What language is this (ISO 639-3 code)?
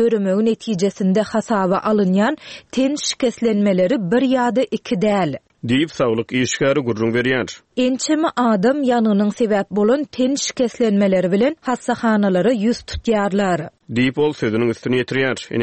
tuk